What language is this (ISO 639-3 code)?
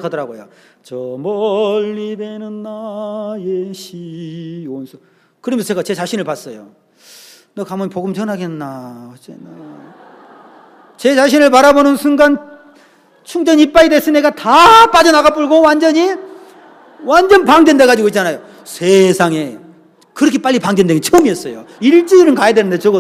kor